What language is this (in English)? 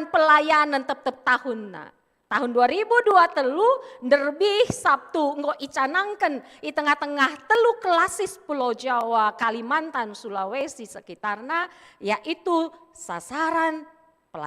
Batak Karo